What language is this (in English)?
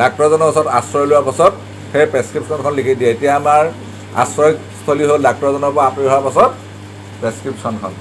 Assamese